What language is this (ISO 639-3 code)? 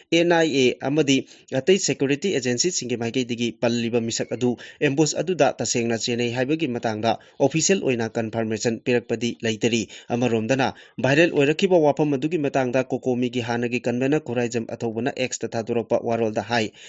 mni